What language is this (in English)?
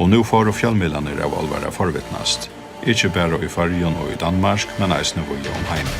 Faroese